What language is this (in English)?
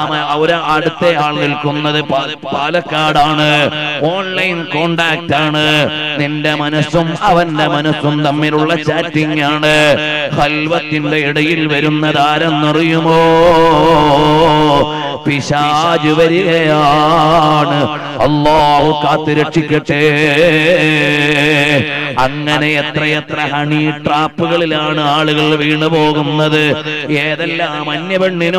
Malayalam